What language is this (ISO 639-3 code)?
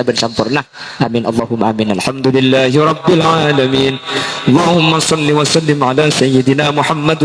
mad